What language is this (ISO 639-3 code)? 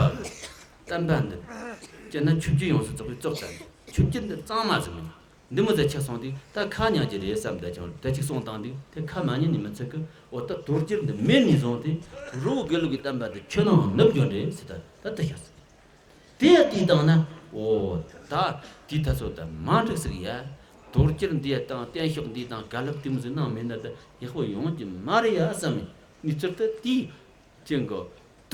bod